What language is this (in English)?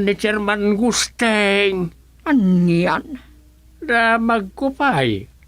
Iloko